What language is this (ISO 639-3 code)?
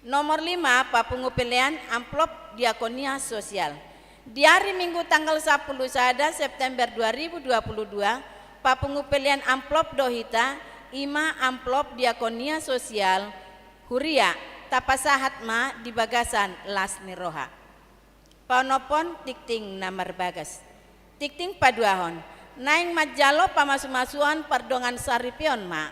bbc